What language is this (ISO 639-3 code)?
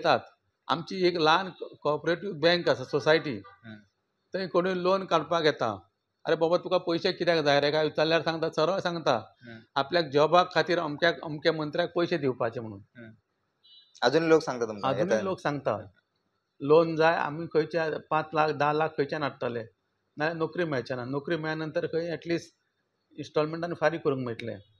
kok